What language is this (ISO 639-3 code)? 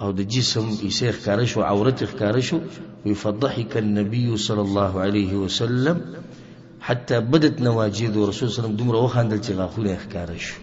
pus